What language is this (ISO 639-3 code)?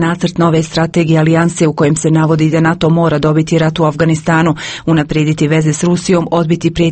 hrv